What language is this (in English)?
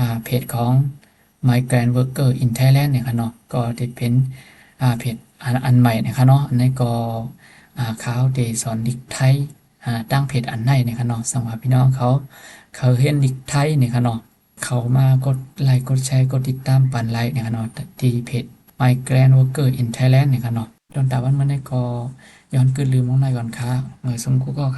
Shan